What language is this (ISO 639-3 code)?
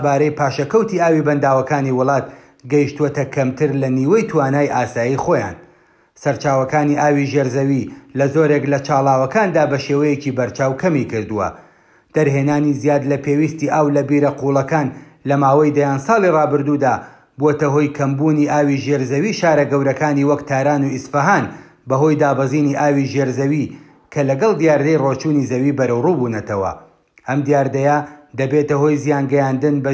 ckb